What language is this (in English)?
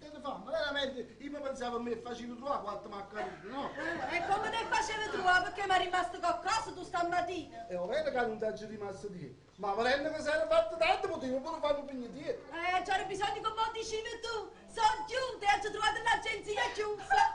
Neapolitan